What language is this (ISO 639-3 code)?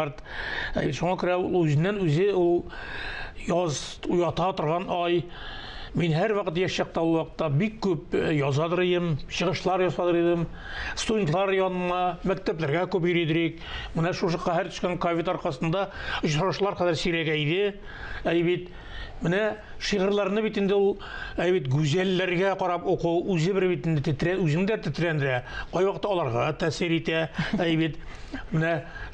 tat